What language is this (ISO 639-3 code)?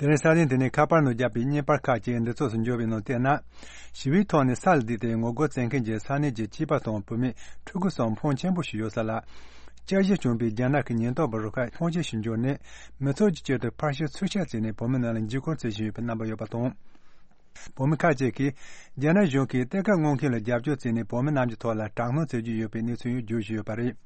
bod